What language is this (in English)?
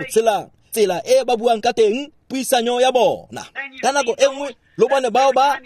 Tswana